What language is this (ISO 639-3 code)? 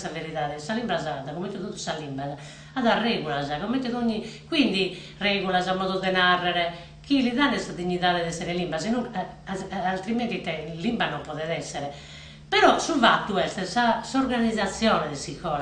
srd